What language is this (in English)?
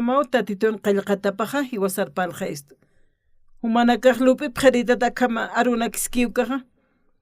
Aymara